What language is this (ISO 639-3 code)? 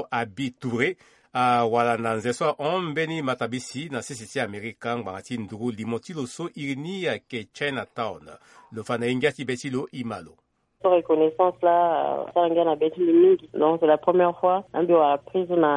sag